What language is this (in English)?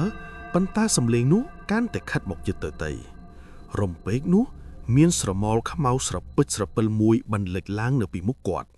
Khmer